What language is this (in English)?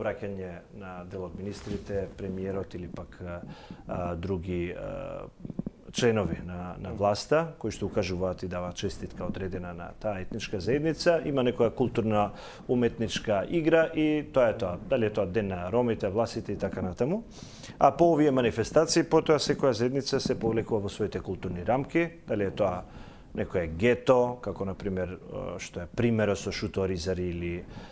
Macedonian